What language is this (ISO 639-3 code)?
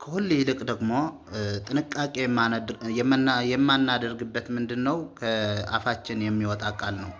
amh